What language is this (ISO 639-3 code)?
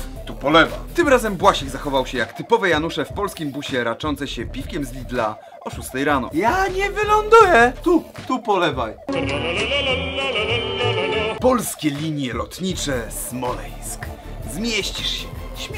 pol